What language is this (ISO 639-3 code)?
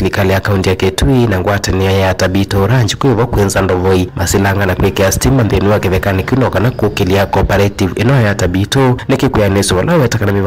kam